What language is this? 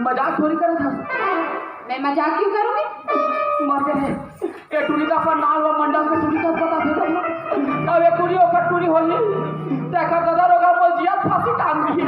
Chhattisgarhi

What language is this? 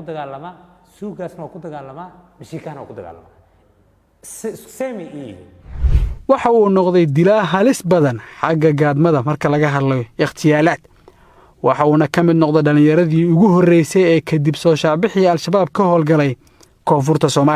Somali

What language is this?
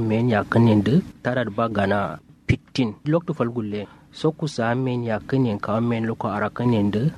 Kanuri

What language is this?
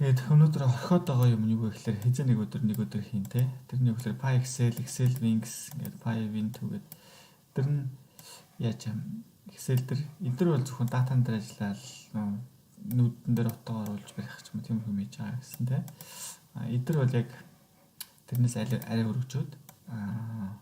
Mongolian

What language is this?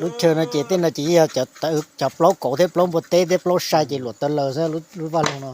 Hmong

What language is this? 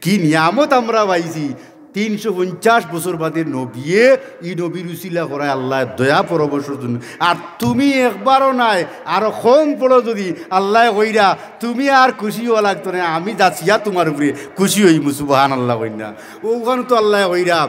Sylheti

